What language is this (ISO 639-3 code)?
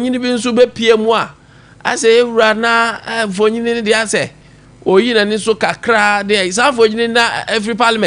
aka